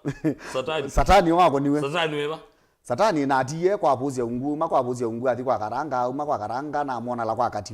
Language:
Kamba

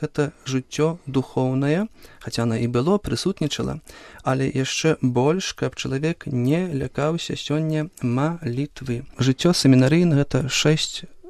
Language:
Belarusian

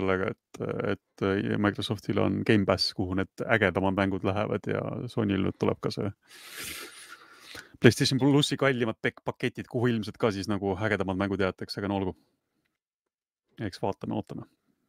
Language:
Estonian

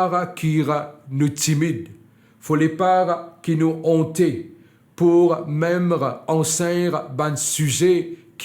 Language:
Morisyen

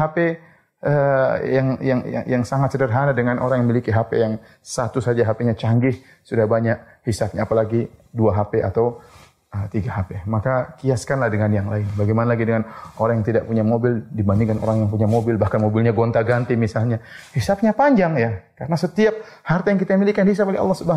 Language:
Indonesian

